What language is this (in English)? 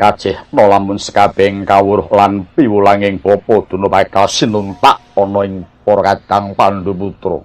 Javanese